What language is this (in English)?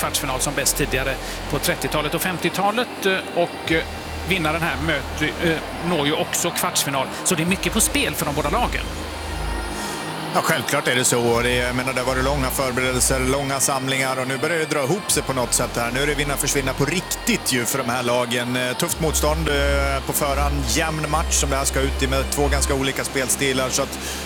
Swedish